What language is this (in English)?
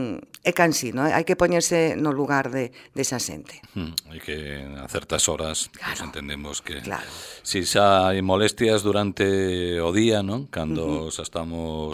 Galician